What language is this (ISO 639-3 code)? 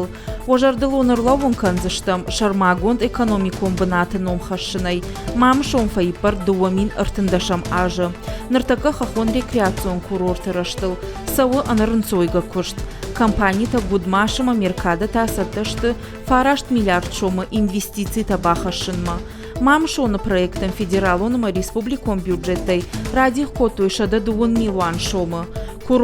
oss